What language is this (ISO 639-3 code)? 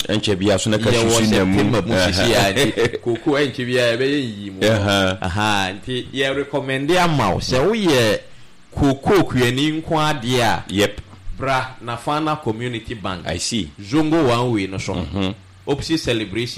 aka